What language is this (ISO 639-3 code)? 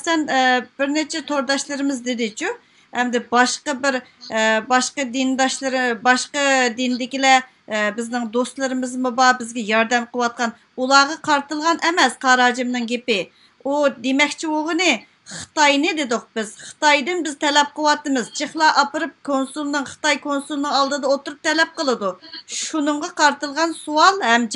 uig